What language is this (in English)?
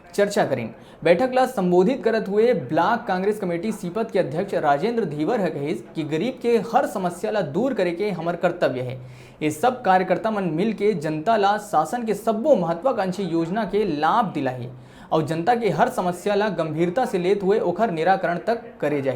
Chhattisgarhi